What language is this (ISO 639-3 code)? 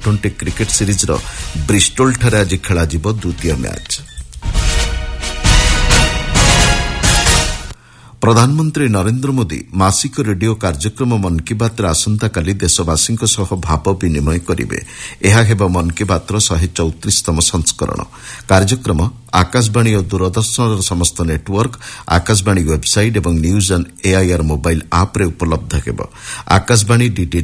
ori